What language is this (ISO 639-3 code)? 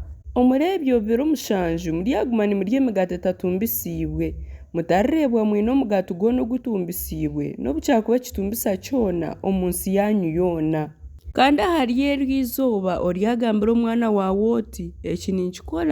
nyn